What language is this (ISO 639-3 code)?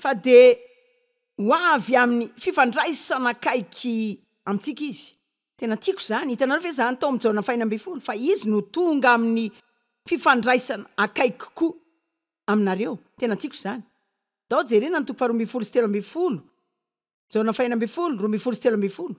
mlg